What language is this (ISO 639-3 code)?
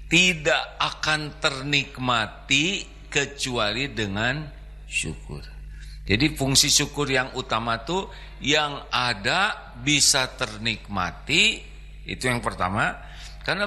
ind